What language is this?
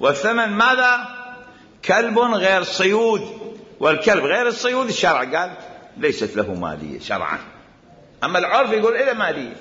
Mesopotamian Arabic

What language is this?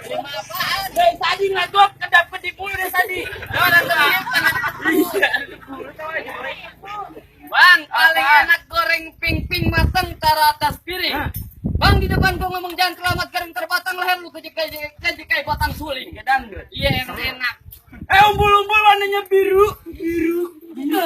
Betawi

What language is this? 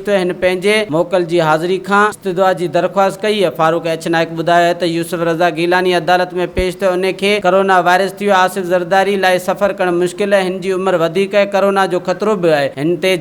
Sindhi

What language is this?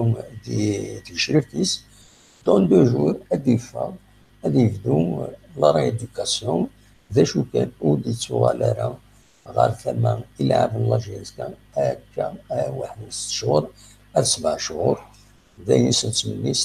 Kabyle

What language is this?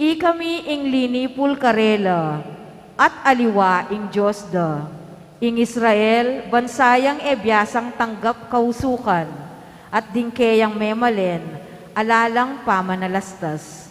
Pampanga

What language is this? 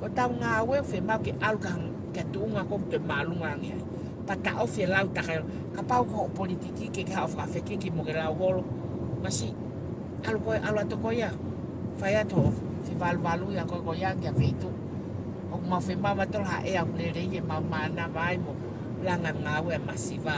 Tongan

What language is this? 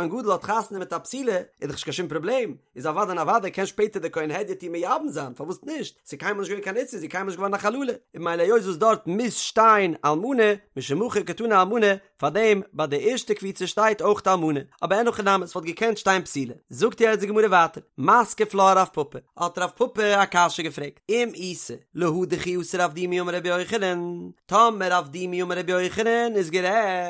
Yiddish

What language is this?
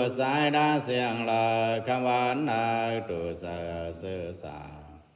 Pali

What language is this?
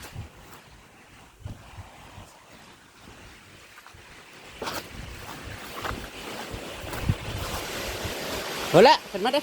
Northeastern Thai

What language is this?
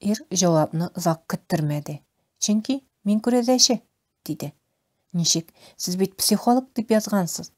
Tatar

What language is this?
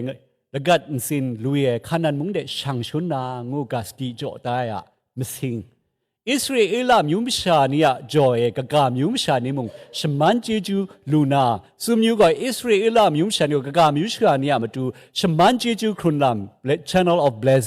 Kachin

